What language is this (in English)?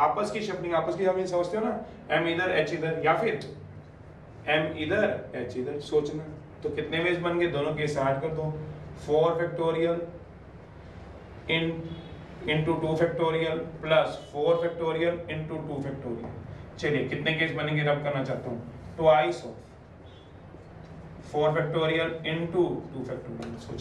Hindi